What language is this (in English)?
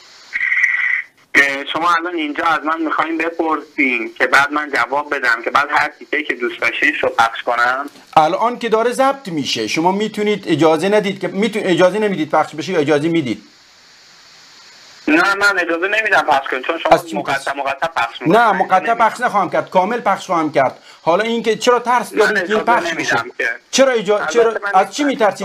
Persian